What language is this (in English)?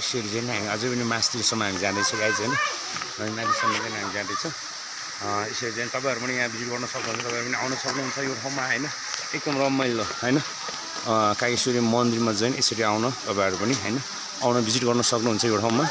Nepali